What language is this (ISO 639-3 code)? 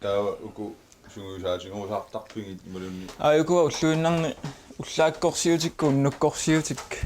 kal